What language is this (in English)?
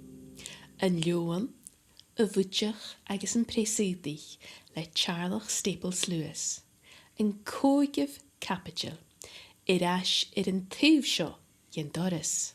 Scottish Gaelic